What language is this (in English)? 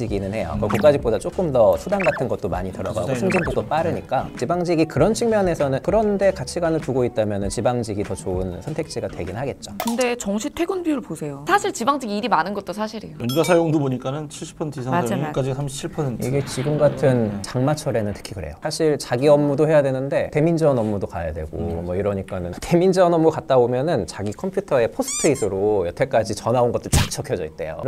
Korean